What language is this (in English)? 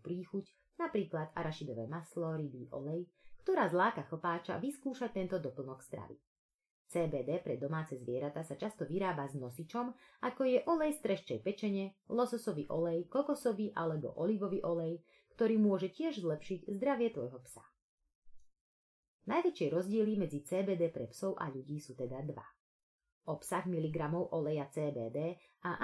Slovak